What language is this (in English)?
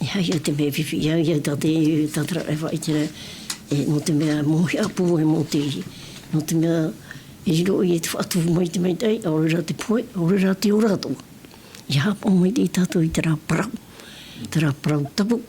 Tahitian